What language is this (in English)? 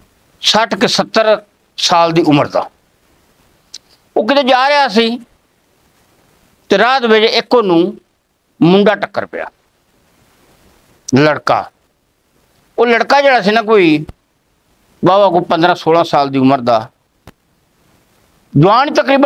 Punjabi